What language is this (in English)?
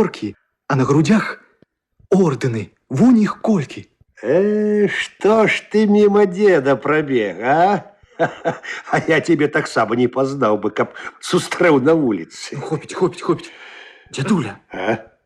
Belarusian